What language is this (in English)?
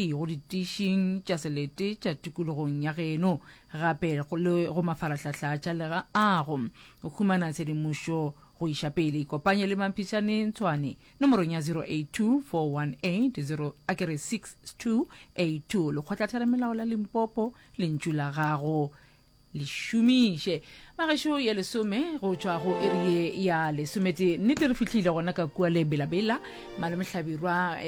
Northern Sotho